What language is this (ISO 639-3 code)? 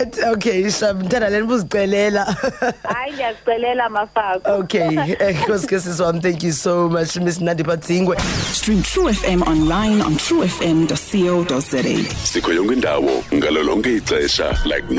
xho